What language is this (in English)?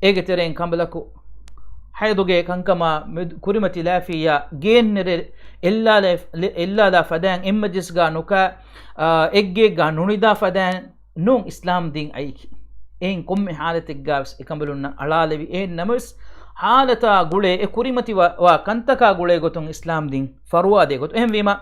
Divehi